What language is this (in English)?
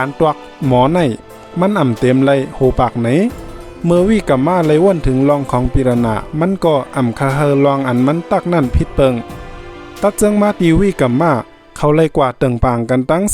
Shan